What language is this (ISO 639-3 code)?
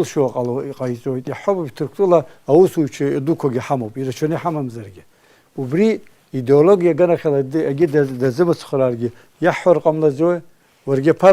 abk